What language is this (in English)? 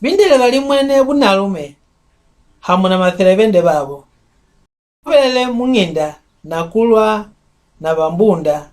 Mbunda